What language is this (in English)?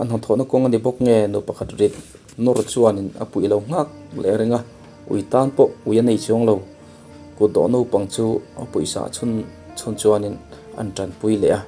Mizo